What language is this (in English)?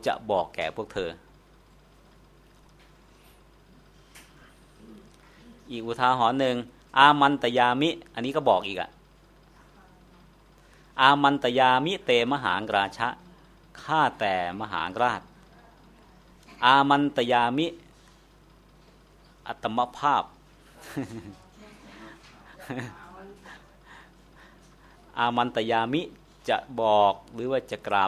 Thai